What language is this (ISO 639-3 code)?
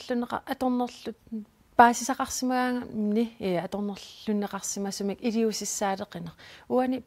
kal